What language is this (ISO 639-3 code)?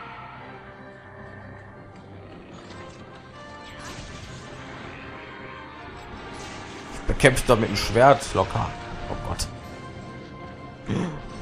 deu